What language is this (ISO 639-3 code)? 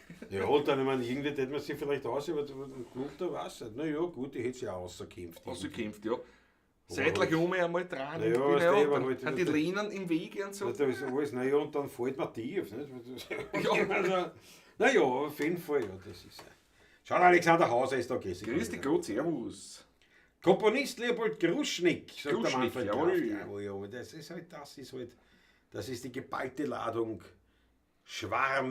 bar